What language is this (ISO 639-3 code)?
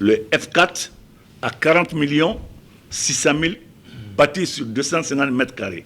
ful